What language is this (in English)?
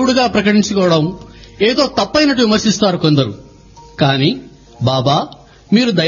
Telugu